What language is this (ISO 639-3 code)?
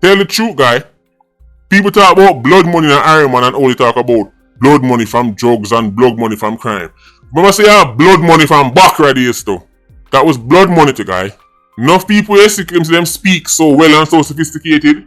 jam